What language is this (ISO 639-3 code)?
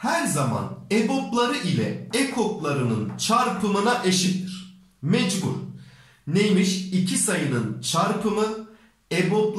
tur